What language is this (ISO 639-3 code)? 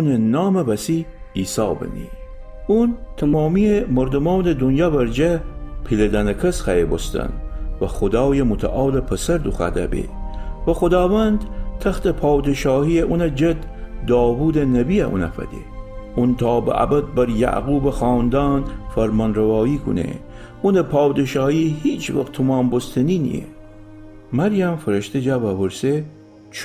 glk